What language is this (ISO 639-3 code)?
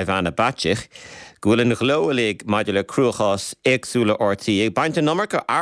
gle